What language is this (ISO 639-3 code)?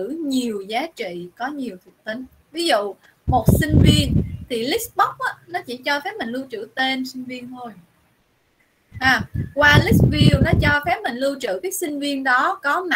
vie